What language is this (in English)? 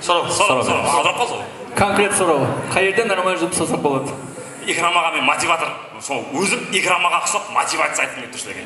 Kara-Kalpak